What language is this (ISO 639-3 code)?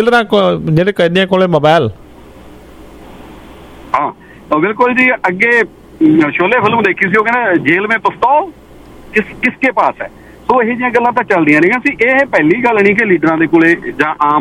pan